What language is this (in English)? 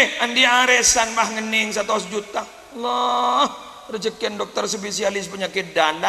Madurese